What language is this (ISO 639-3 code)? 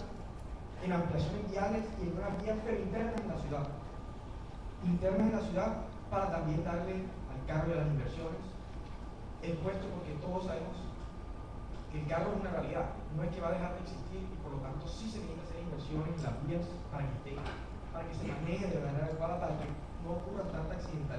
spa